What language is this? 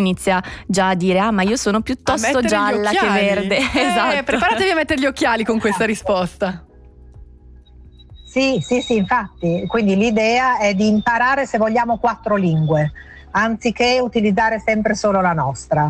Italian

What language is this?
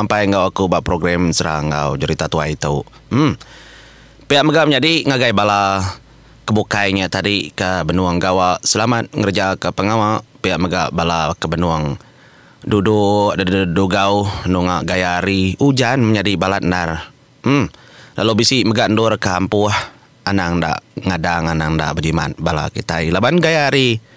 Iban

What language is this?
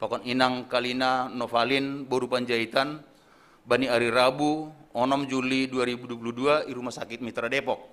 Batak Simalungun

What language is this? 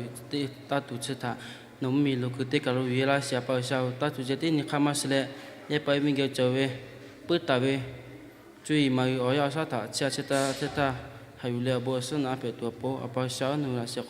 Lahu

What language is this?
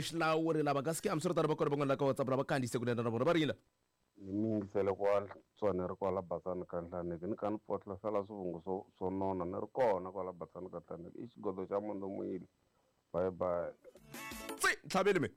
Tsonga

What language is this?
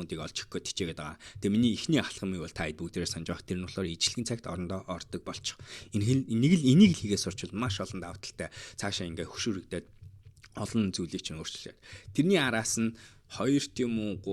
Mongolian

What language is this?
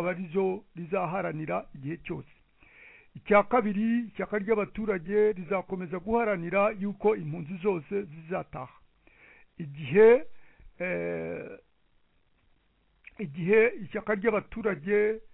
Kinyarwanda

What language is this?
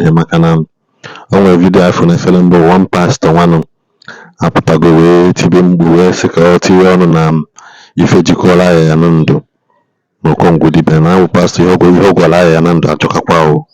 Igbo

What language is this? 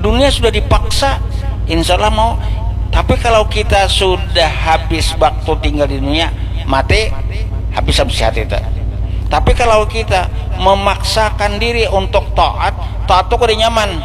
Banjar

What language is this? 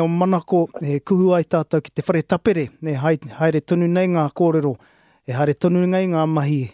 Māori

